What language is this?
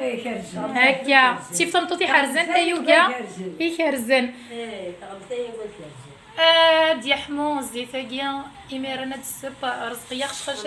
Kabyle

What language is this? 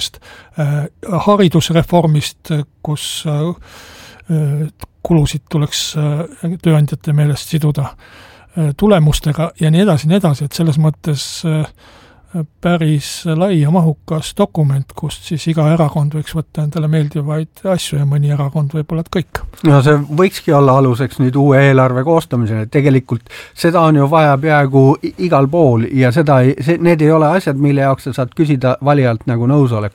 Estonian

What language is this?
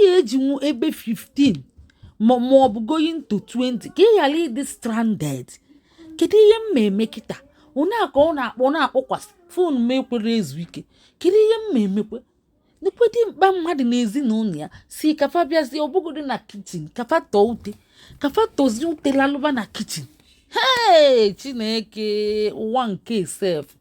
Igbo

